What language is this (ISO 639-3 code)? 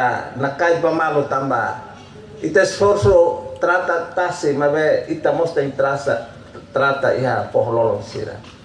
tet